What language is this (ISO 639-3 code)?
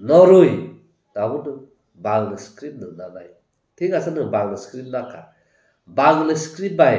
trp